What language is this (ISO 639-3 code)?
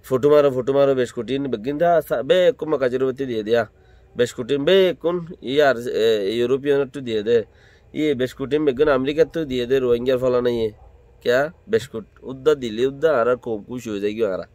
rhg